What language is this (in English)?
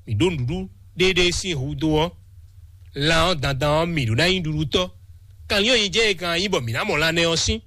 Fon